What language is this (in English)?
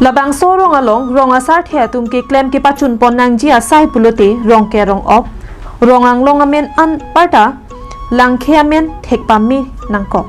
Karbi